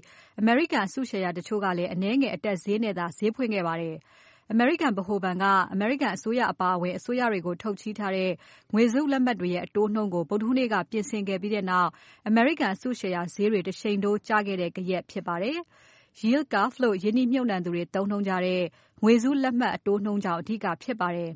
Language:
Burmese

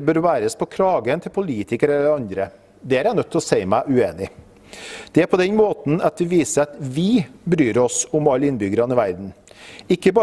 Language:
Norwegian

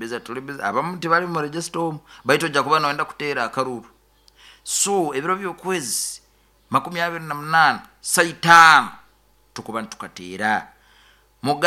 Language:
Nyoro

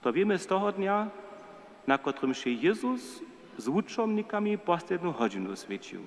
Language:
Upper Sorbian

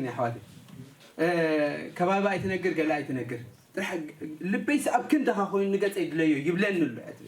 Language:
Tigrinya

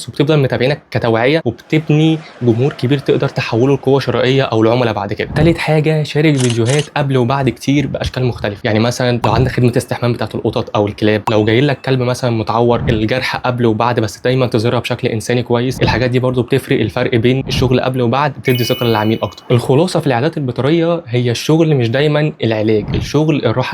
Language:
Egyptian Arabic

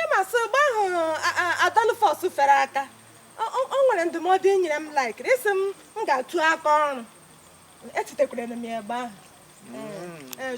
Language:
Igbo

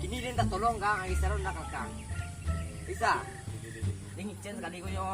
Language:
Minangkabau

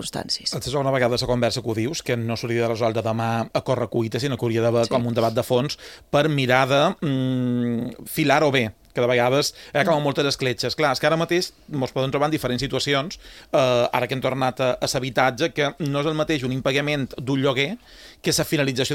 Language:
Catalan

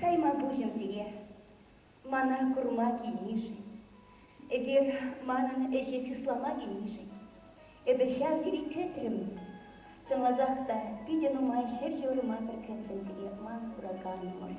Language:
Chuvash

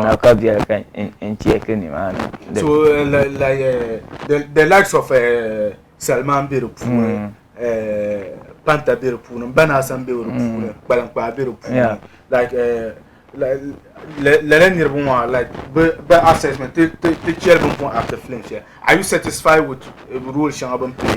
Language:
Dagbani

